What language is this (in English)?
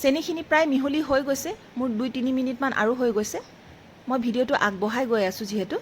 Assamese